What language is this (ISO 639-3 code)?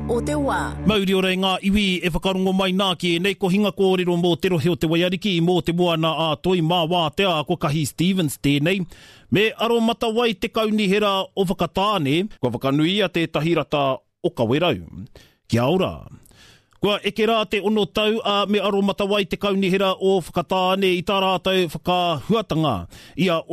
mri